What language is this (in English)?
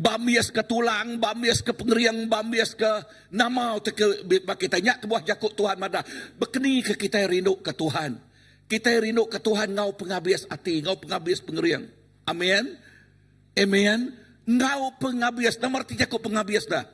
Iban